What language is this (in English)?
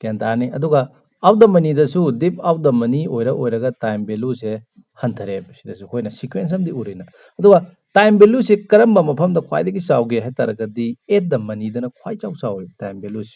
Manipuri